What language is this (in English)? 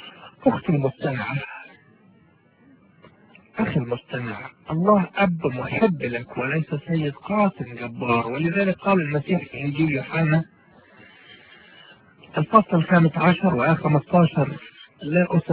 Arabic